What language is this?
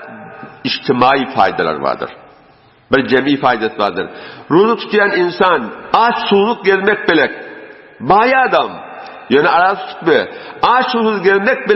Turkmen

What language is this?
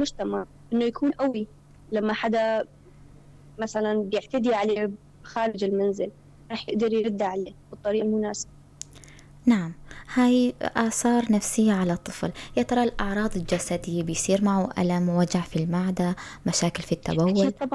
North Levantine Arabic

